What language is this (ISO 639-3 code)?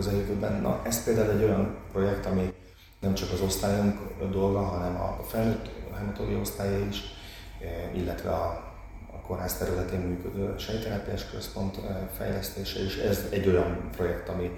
hun